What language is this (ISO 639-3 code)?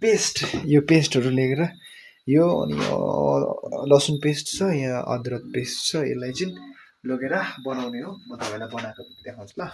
nep